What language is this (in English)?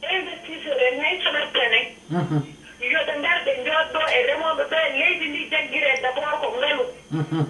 Fula